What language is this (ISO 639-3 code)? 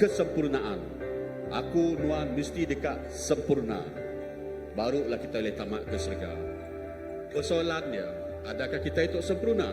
iba